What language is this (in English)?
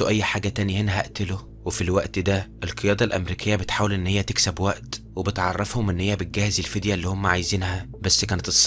Egyptian Arabic